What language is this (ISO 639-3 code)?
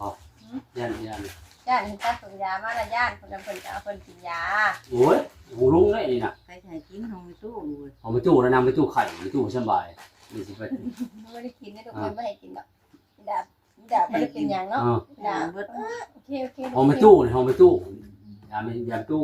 tts